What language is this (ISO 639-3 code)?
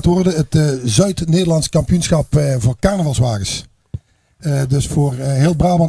lim